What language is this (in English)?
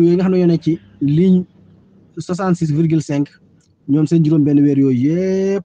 Wolof